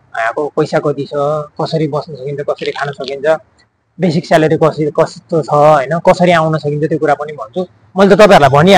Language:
Nepali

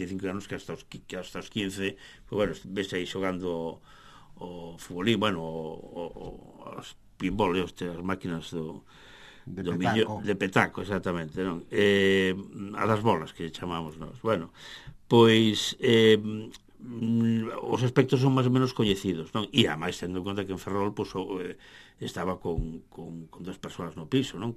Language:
Galician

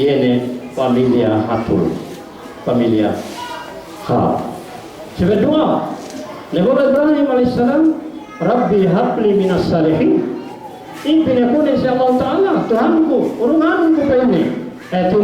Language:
Yakan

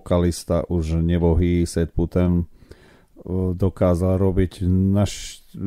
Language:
Slovak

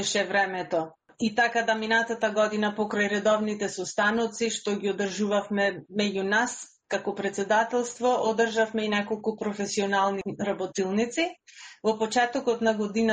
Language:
Macedonian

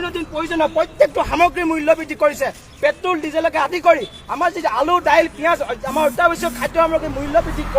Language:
Assamese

